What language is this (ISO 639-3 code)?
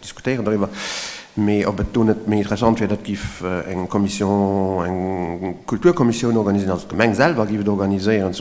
ltz